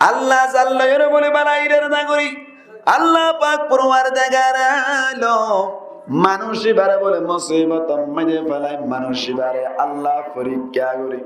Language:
Rohingya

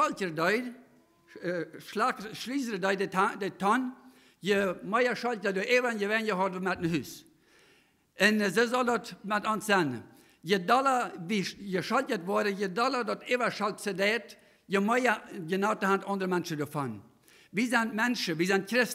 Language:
Plautdietsch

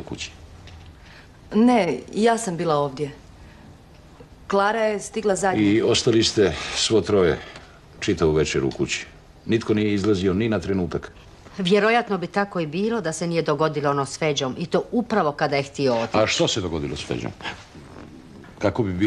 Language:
Croatian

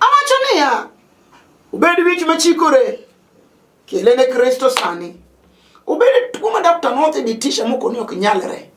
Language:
Luo (Kenya and Tanzania)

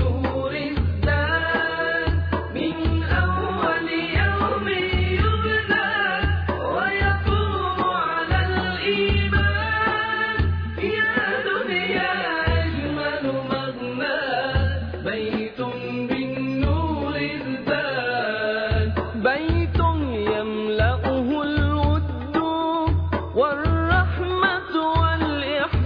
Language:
Arabic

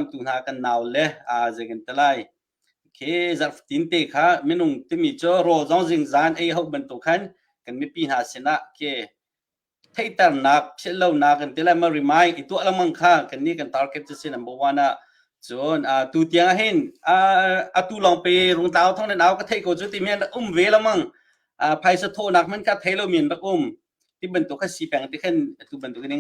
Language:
Hakha Chin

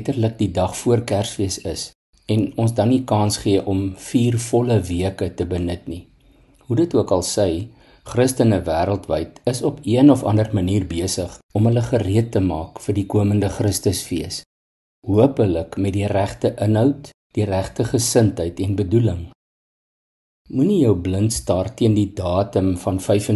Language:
Afrikaans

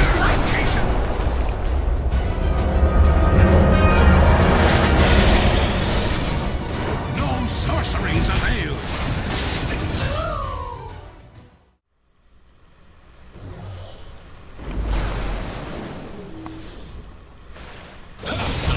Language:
English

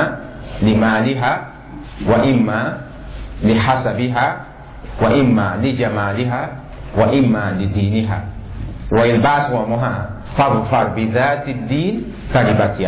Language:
Mossi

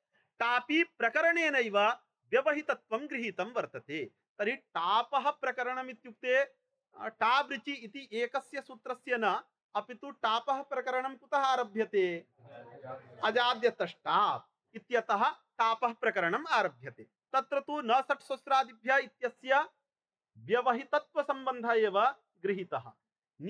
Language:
Sanskrit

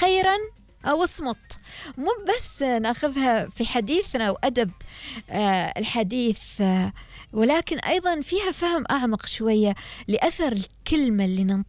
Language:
Gulf Arabic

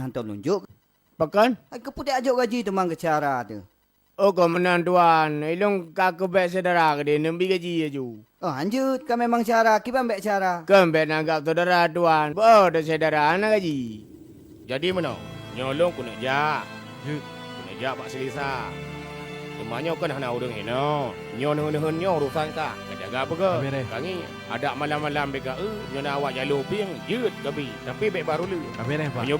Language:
Achinese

